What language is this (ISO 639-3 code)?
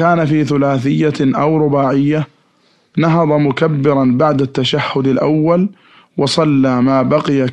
ara